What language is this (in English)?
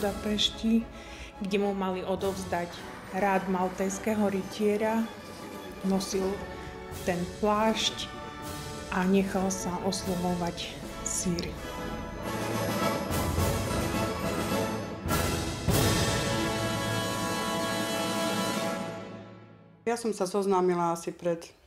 Slovak